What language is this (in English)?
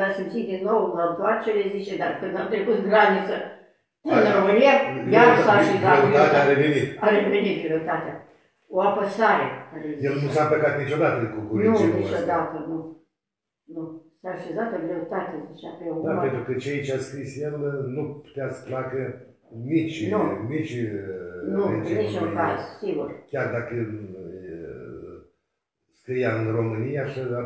Romanian